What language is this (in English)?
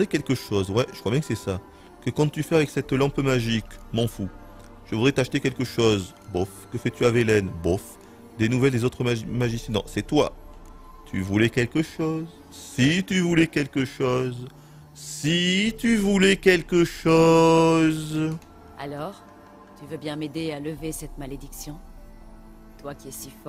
French